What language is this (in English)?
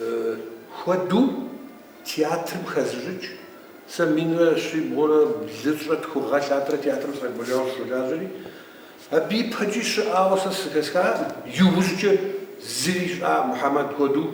Kabardian